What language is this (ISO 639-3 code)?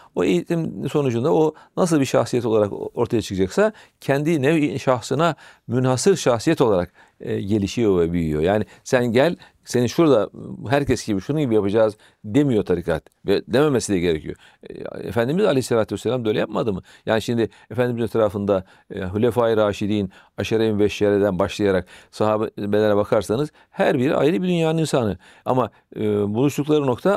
tur